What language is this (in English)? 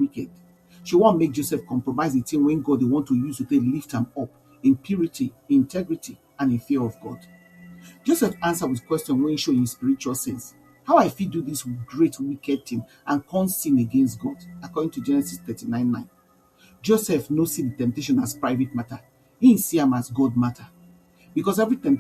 Nigerian Pidgin